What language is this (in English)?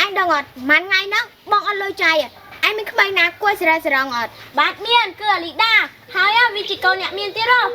Khmer